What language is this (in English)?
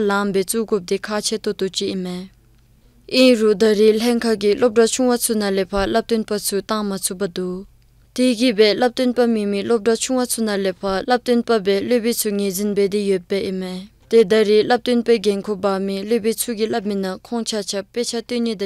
Dzongkha